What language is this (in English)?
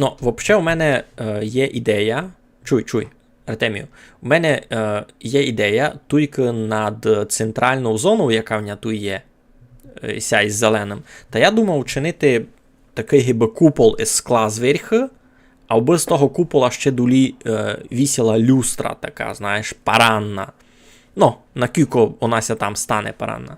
Rusyn